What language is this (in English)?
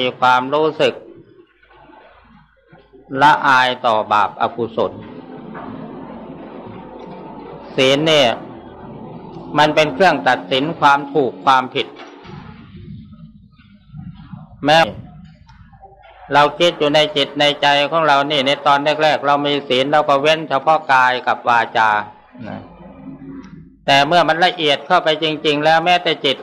Thai